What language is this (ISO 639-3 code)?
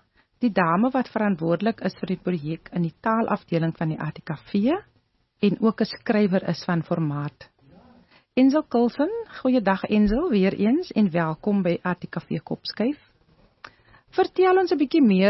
afr